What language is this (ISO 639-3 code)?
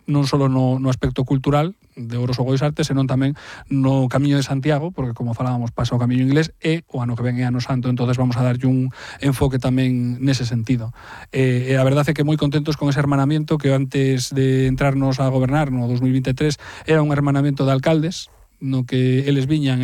glg